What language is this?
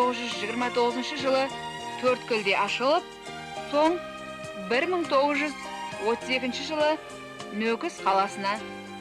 Kara-Kalpak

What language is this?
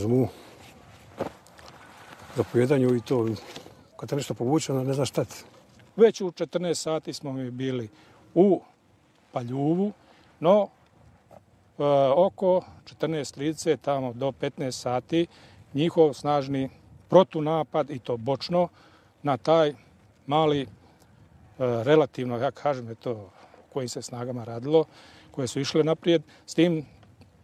Croatian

